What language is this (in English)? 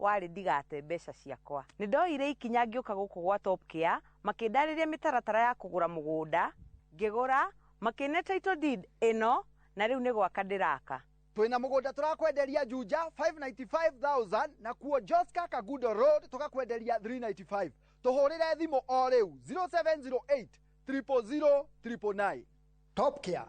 Kikuyu